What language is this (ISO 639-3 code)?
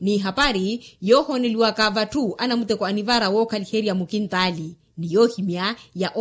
vmw